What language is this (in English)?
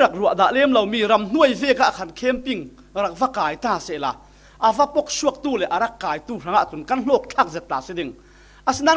Falam Chin